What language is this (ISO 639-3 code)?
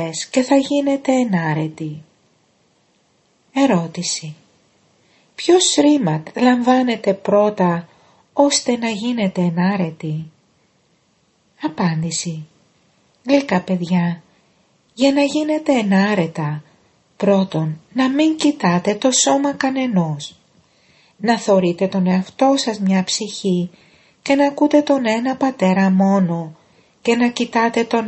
ell